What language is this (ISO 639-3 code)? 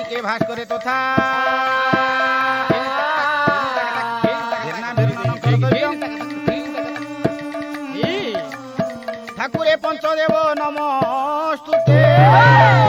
ori